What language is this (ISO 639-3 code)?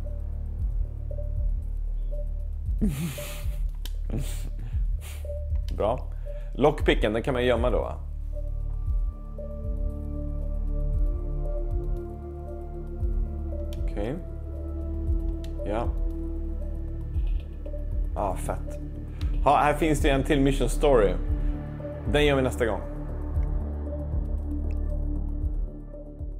swe